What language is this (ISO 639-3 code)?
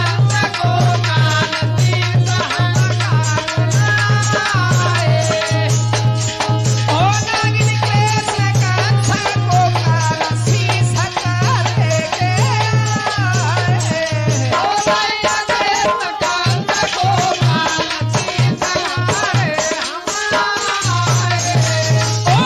bho